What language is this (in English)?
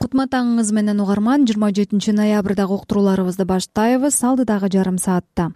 Kyrgyz